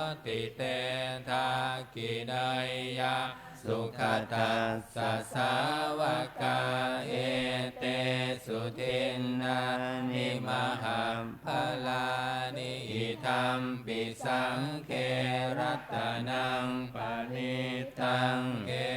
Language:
Pali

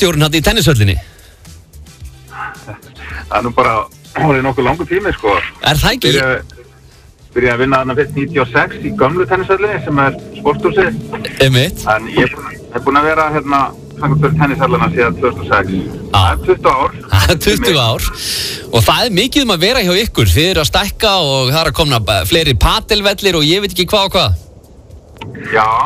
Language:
Icelandic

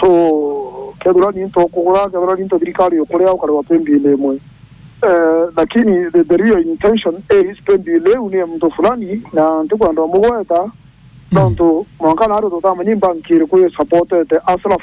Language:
Meru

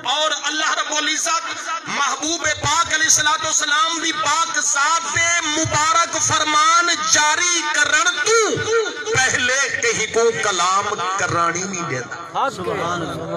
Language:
Saraiki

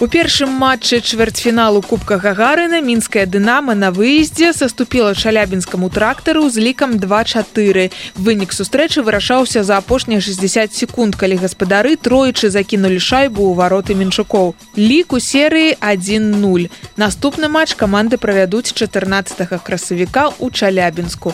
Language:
Belarusian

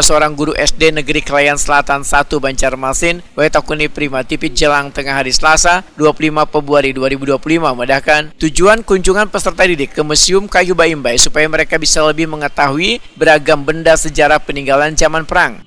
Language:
Banjar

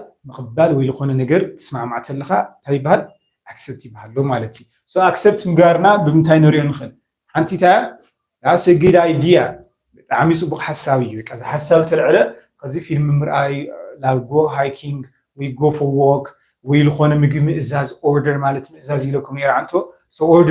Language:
Tigrinya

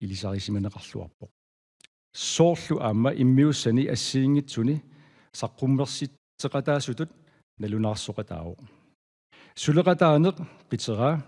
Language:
Kalaallisut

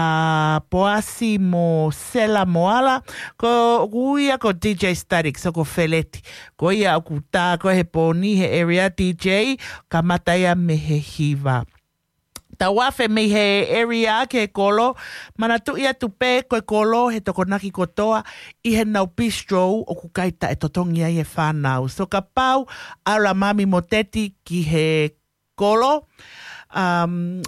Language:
Tongan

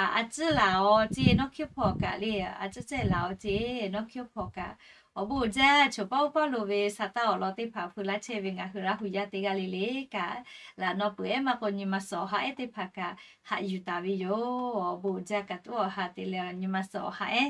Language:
Lahu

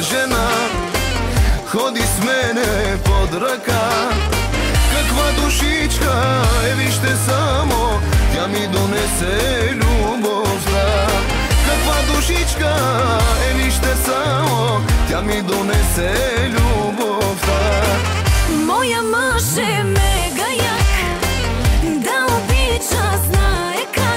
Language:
Bulgarian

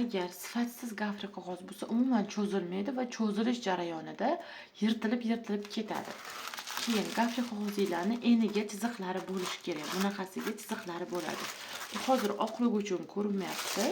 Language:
Uzbek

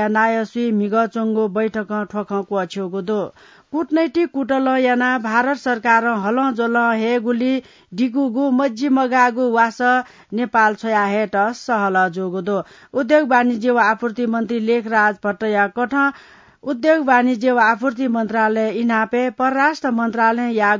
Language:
Newari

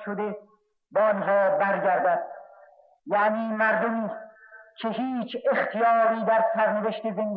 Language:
Persian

